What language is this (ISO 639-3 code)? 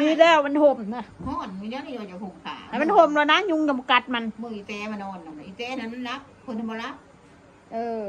tts